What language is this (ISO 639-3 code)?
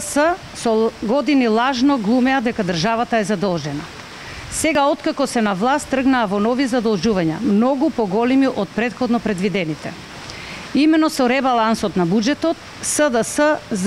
mkd